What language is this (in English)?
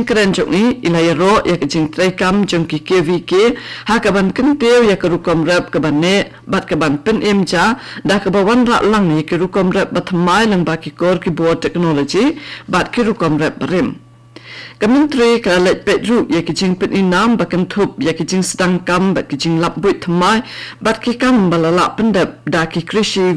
Khasi